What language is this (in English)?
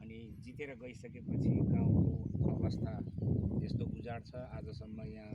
Nepali